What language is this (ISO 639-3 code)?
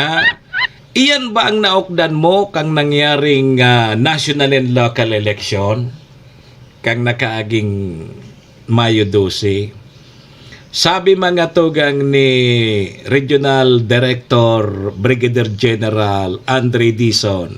bik